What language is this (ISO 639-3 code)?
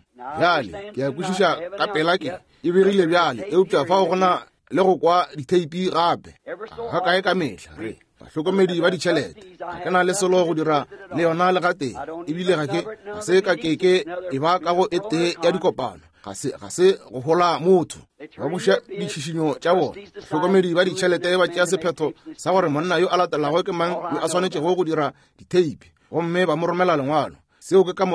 nso